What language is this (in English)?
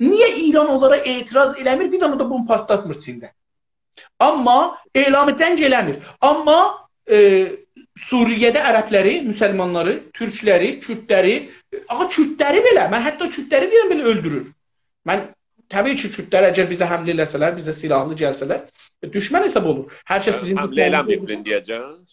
South Azerbaijani